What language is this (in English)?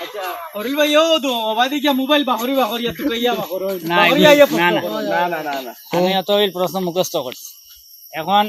Sylheti